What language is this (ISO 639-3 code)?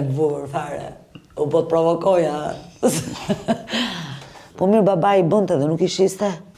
sqi